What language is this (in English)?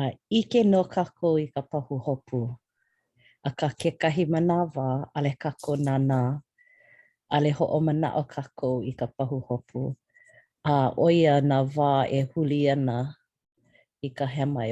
Hawaiian